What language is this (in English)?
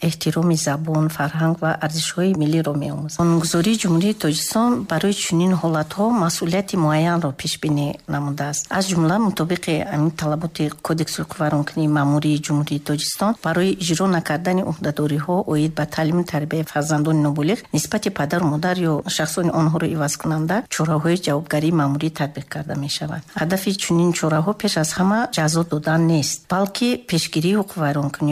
Tajik